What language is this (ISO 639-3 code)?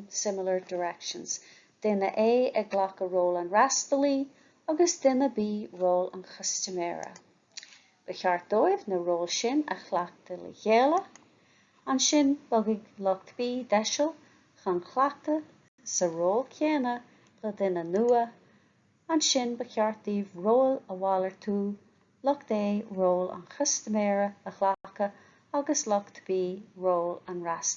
gle